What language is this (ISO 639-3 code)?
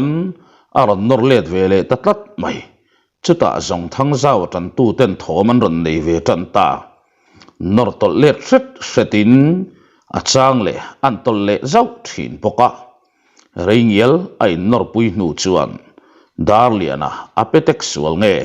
lus